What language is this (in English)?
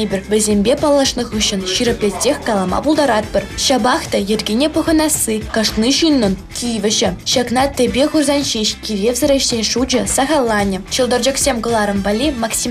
Chuvash